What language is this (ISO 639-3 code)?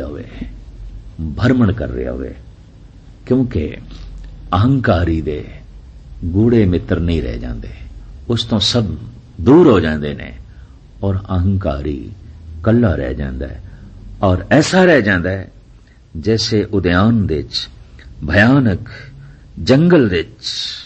pan